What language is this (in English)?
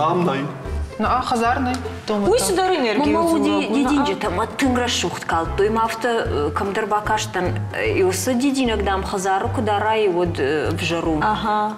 Ossetic